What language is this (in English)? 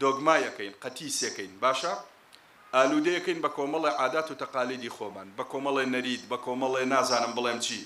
Central Kurdish